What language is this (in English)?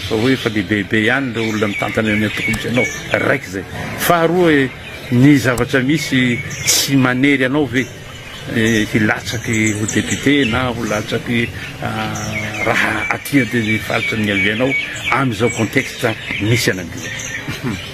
Malagasy